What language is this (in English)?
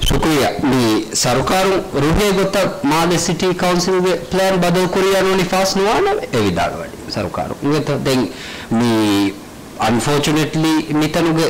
Divehi